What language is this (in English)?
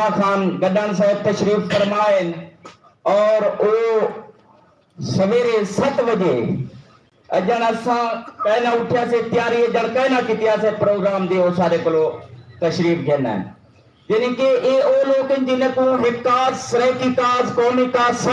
Saraiki